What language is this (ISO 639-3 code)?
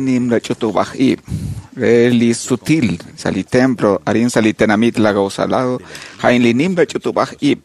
kek